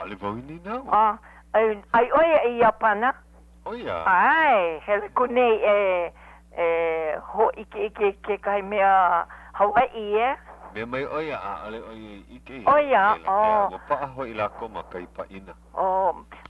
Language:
Hawaiian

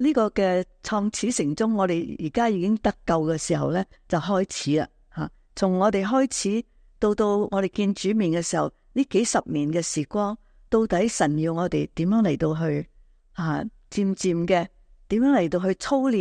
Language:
Cantonese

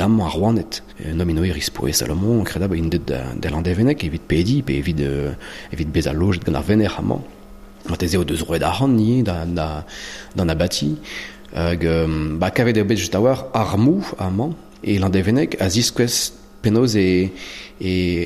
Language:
Breton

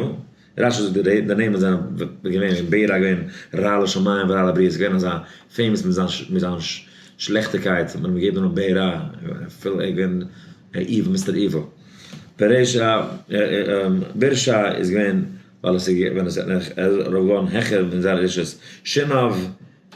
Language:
Yiddish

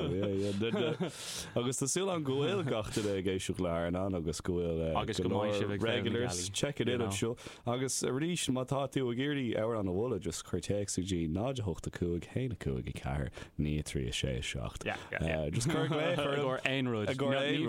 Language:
Irish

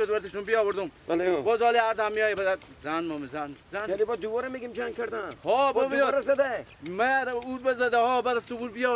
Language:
Persian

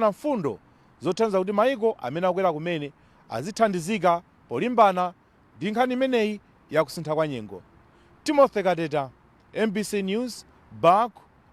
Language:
Nyanja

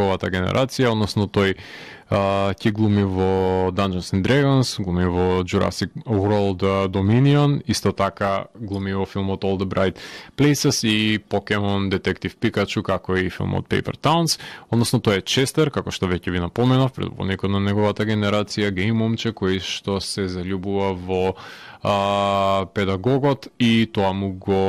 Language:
Macedonian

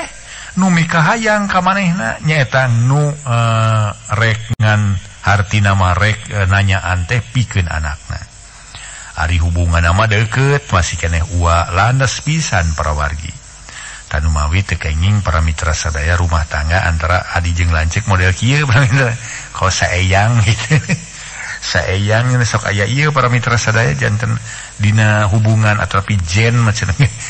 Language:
Sundanese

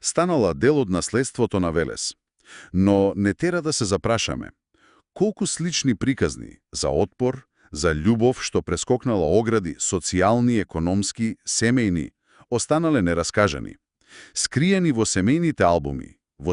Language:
Macedonian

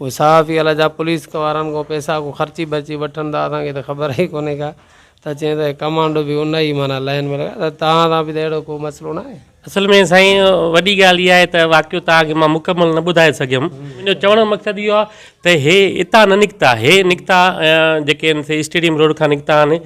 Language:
Sindhi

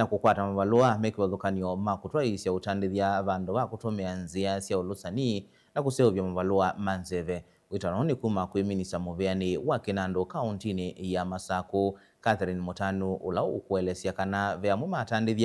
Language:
Kamba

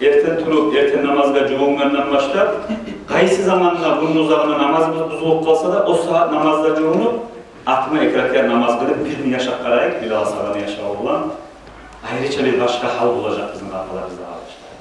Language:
Kumyk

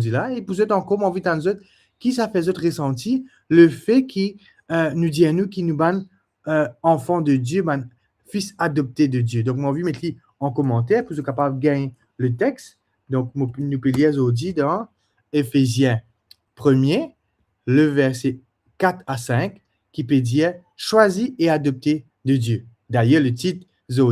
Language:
Morisyen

